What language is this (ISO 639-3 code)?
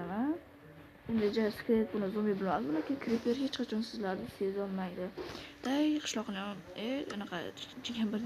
uzb